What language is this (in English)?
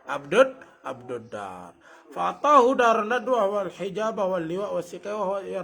Sasak